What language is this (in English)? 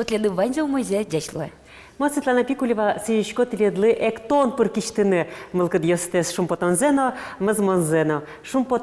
Udmurt